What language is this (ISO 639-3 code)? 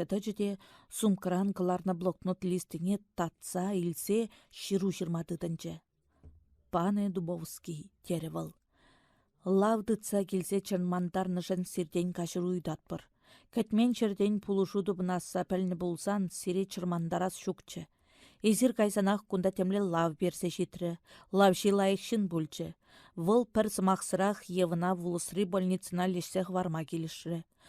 chv